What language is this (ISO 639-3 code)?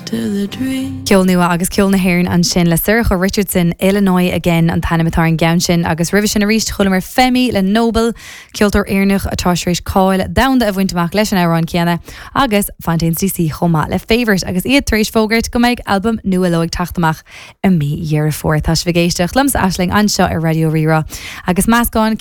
gle